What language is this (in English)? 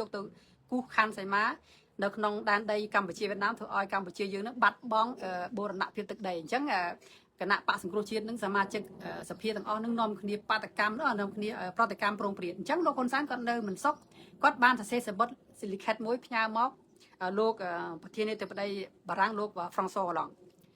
Khmer